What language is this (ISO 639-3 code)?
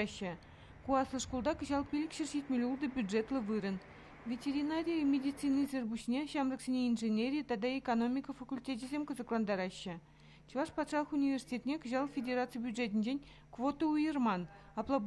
chv